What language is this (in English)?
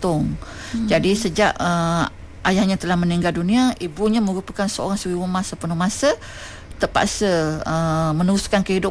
Malay